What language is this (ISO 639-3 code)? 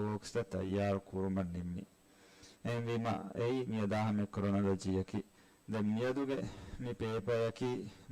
div